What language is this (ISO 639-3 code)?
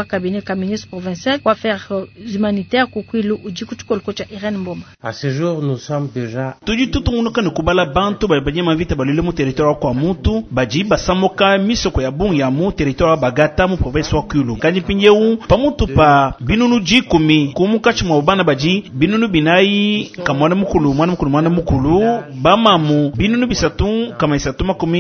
lua